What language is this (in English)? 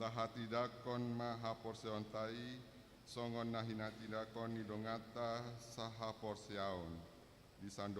Batak Toba